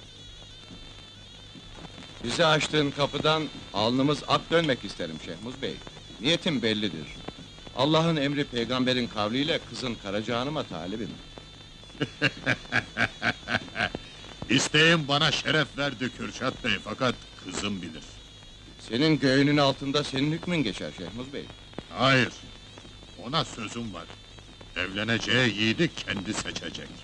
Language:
Turkish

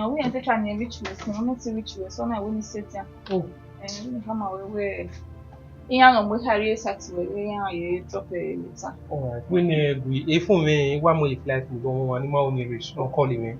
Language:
Bini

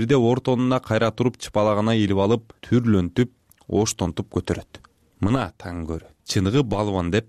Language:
Kyrgyz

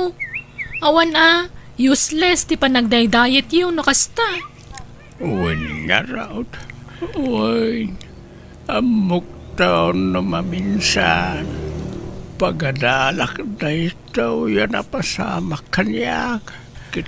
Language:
Iloko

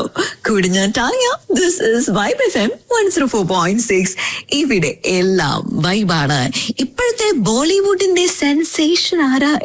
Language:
Malayalam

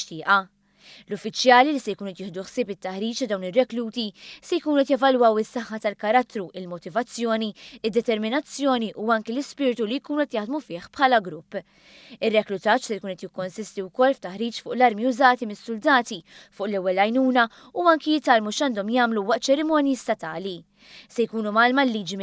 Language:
Maltese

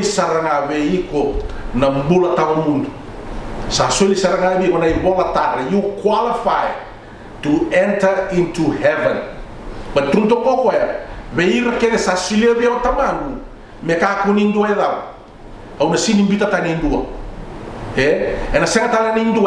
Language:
Fijian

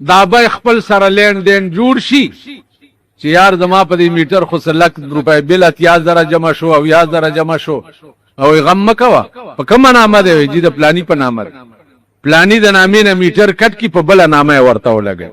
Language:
Pashto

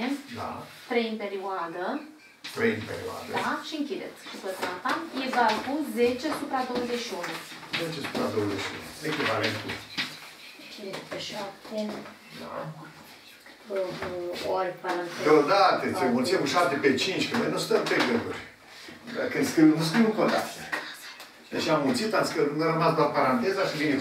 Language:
Romanian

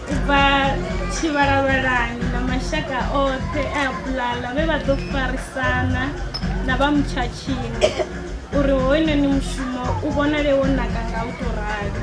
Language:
Venda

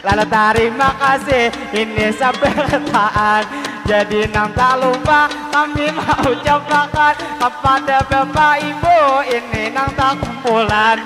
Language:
Banjar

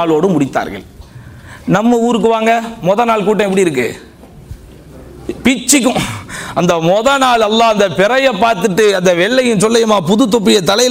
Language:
Tamil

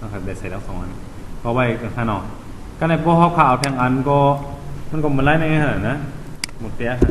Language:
Shan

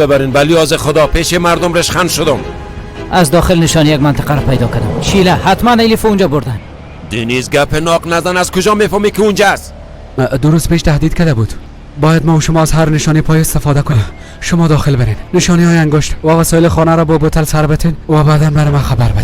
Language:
Persian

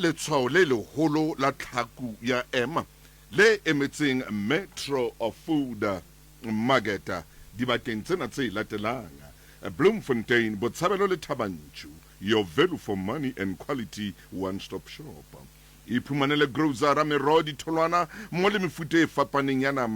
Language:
Southern Sotho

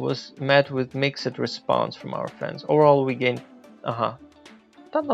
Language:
Rusyn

